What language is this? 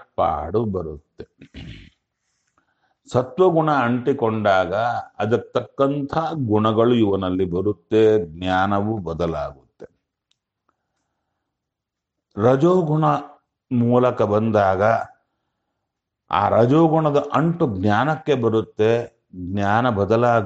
Kannada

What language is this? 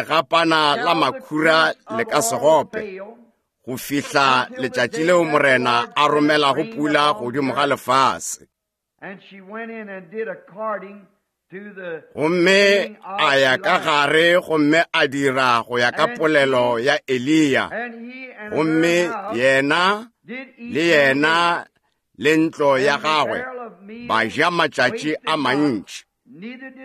Northern Sotho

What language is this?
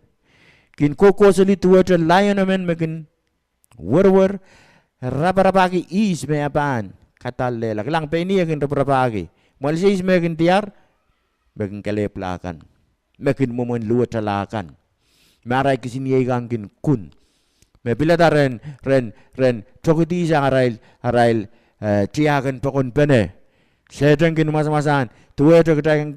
Pohnpeian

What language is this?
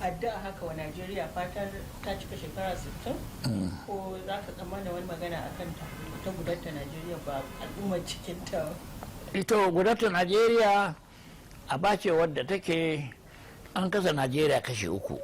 Hausa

